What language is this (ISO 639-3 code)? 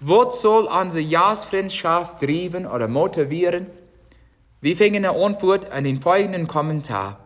pdt